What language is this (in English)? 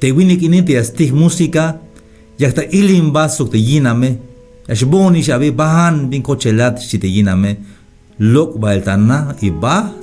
Tzeltal